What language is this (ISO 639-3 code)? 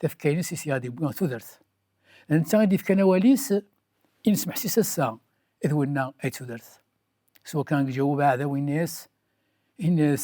kab